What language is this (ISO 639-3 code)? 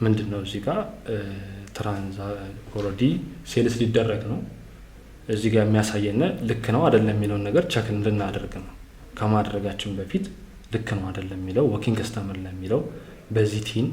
amh